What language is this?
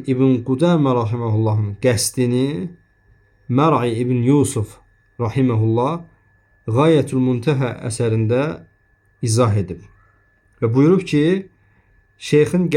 Azerbaijani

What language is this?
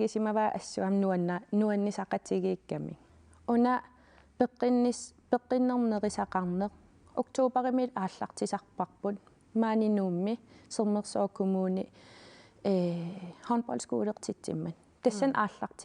Kalaallisut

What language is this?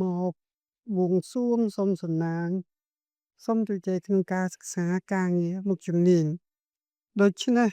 Khmer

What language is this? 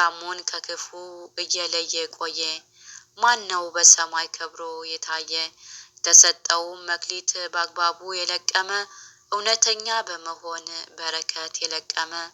Amharic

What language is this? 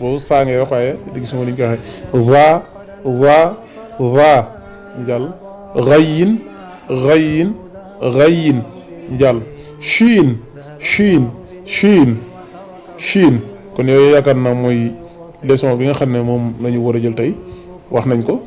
Wolof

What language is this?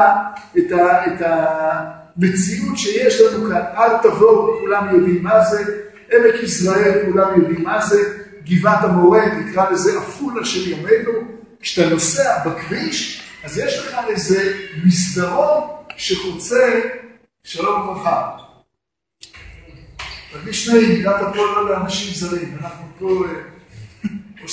Hebrew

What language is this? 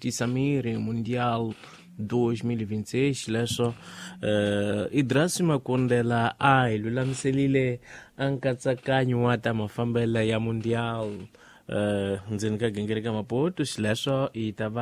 Tsonga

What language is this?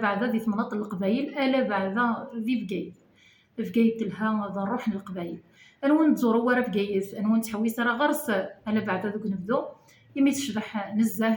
Kabyle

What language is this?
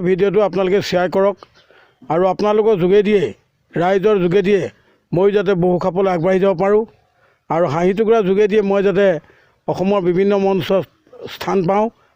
Assamese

